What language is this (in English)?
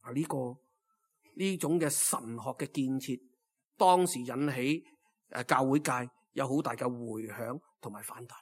Cantonese